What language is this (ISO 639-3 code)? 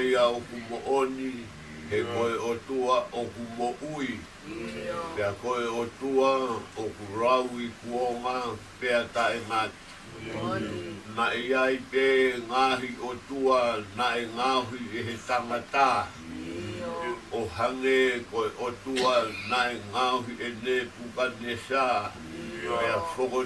ton